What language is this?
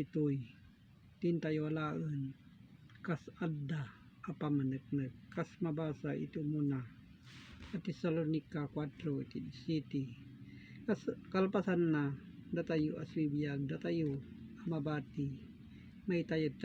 Iloko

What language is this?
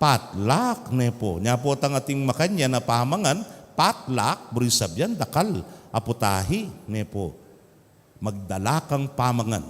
Pampanga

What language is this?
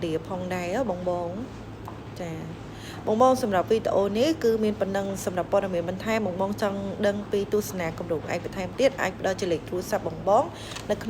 Khmer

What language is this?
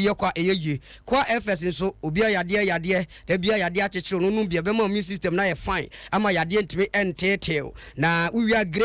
Akan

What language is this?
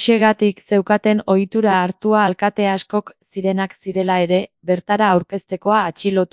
Basque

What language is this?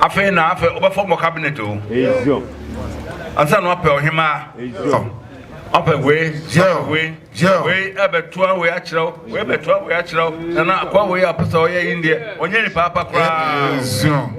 Akan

